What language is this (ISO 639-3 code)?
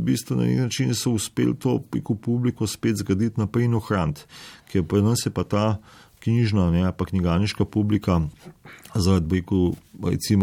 slv